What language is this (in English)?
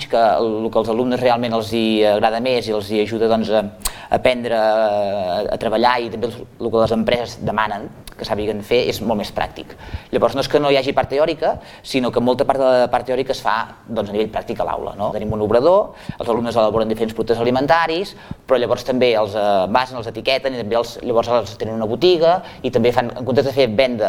Catalan